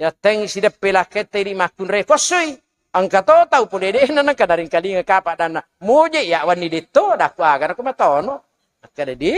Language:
Buginese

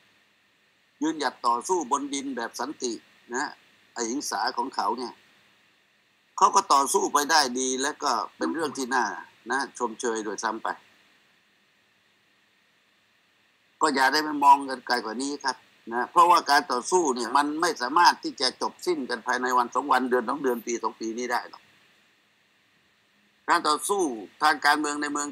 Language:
Thai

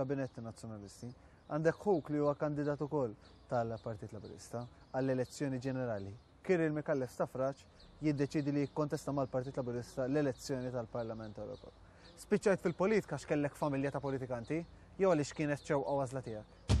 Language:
Maltese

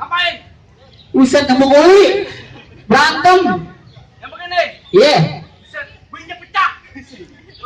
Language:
Betawi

